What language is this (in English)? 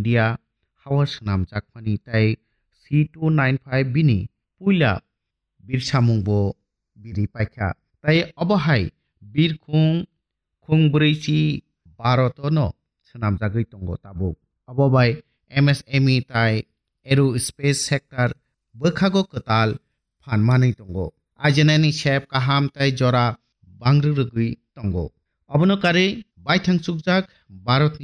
Kok Borok